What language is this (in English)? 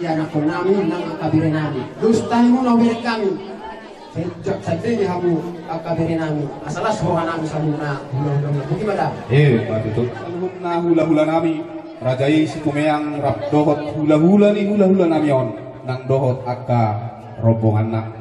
Batak Toba